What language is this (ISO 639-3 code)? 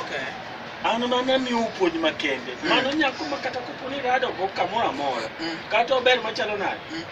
luo